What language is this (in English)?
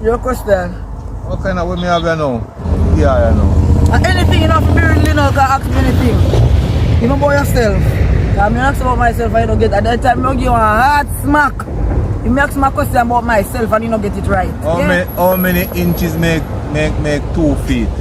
Jamaican Creole English